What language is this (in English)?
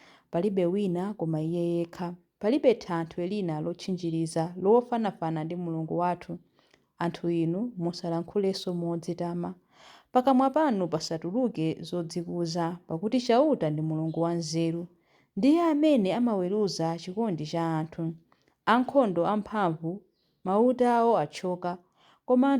Nyanja